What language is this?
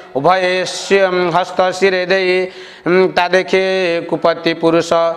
Odia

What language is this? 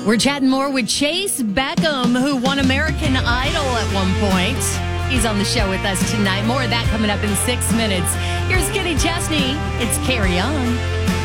English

